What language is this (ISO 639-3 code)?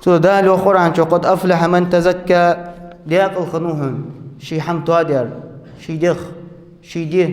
inh